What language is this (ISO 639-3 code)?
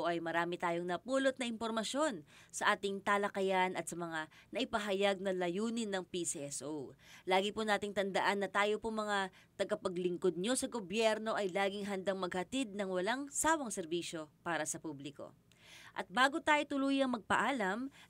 fil